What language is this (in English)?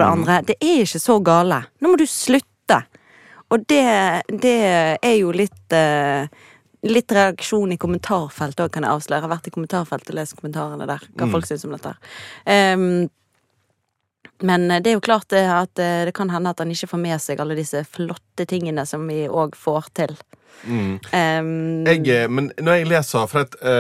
Norwegian